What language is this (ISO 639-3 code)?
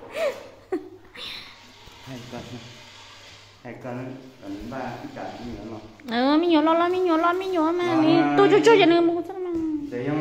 vie